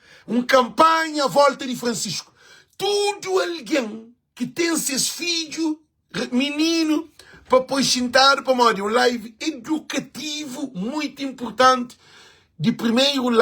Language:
Kabuverdianu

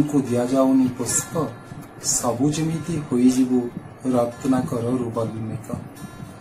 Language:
Odia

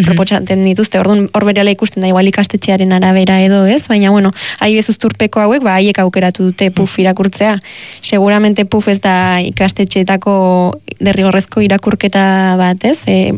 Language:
Basque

